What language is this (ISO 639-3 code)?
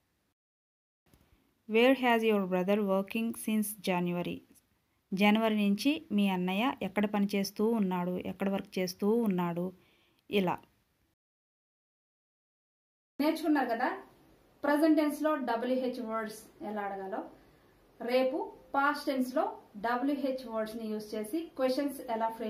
tel